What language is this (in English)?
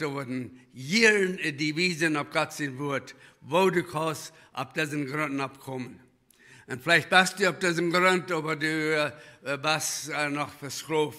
Plautdietsch